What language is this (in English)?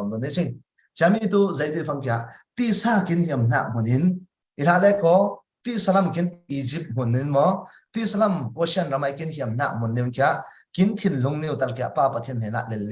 Falam Chin